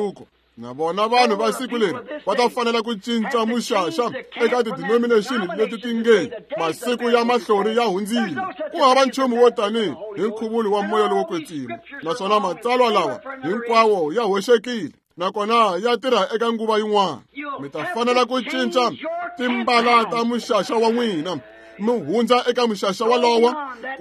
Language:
Tsonga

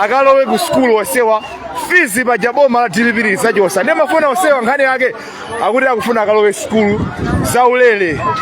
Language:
Nyanja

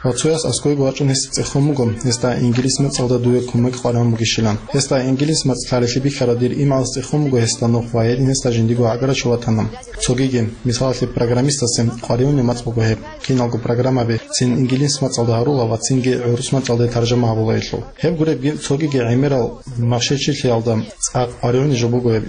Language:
Avaric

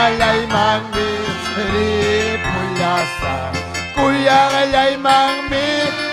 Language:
Ayacucho Quechua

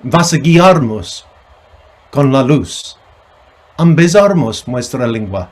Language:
Ladino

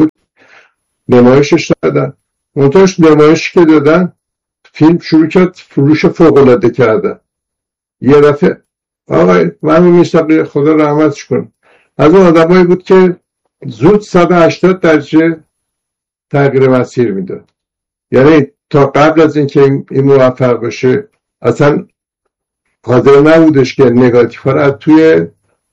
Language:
Persian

